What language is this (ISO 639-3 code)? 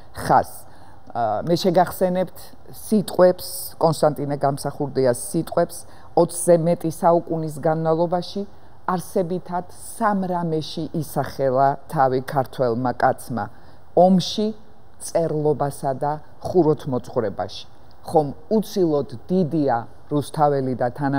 kat